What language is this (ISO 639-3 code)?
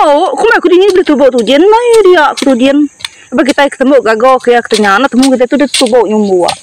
iba